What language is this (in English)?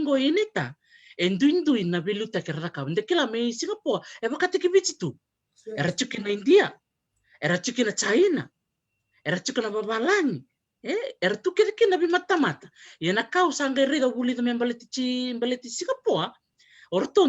Fijian